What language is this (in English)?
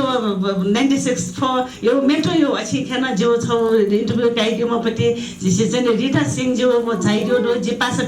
Newari